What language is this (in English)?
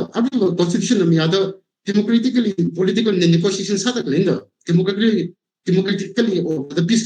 Tangkhul Naga (India)